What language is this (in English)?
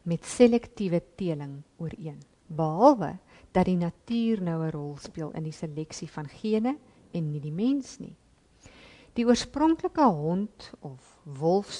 Afrikaans